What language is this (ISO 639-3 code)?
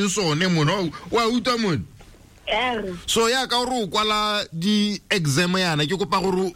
tsn